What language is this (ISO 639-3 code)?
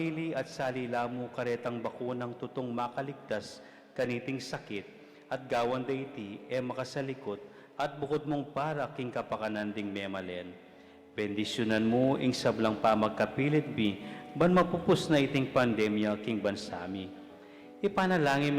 pam